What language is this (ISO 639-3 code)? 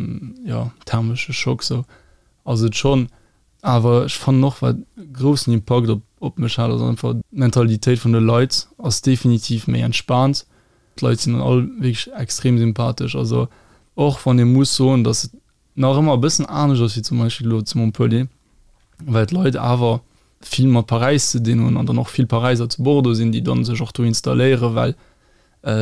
ltz